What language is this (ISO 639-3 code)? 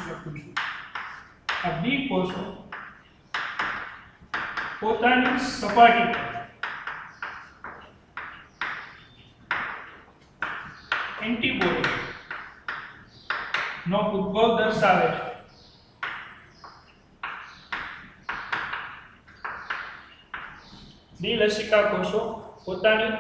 guj